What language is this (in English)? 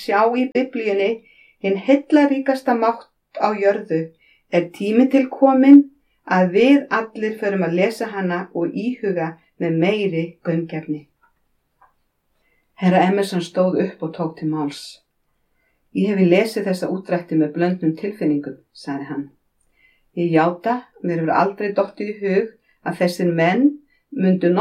Icelandic